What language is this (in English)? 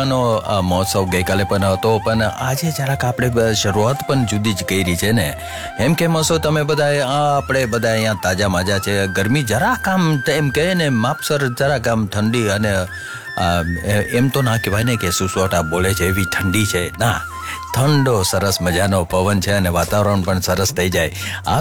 Gujarati